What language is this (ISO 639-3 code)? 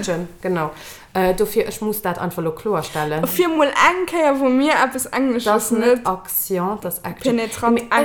ltz